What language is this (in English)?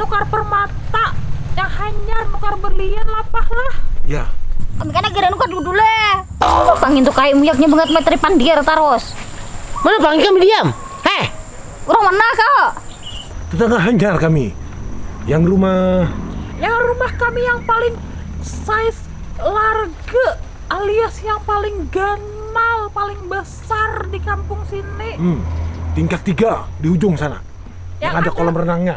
Banjar